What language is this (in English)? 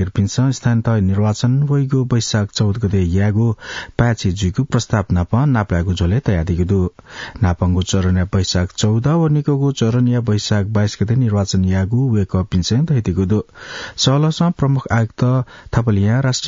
Newari